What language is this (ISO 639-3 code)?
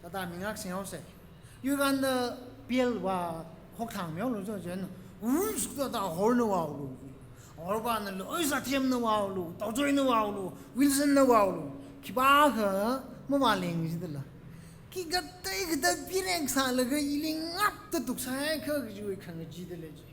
nmf